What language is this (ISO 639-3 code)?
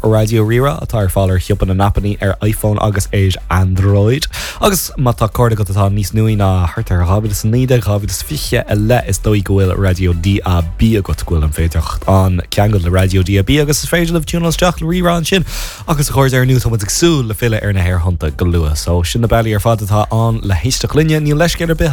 gle